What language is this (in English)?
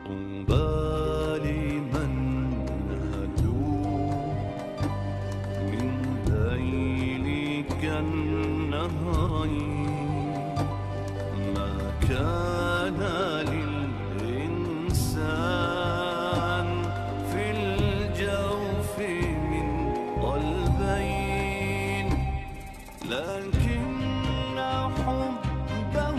Persian